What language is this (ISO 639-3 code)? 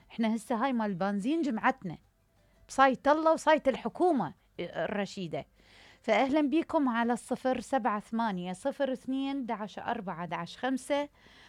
acm